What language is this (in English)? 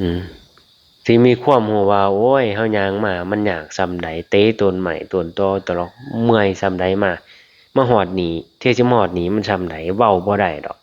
Lao